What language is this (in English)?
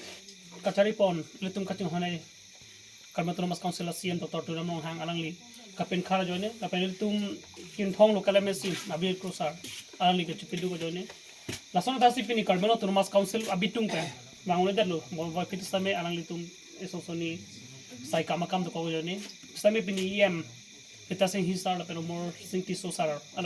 Karbi